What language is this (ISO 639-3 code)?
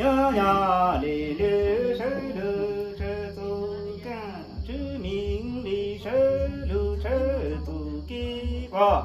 hmn